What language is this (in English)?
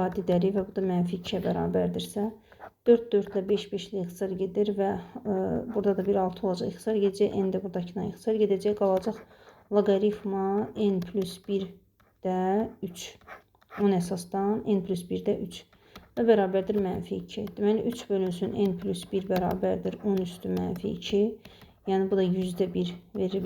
Azerbaijani